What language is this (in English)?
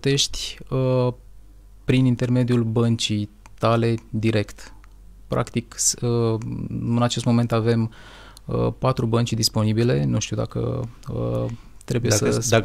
Romanian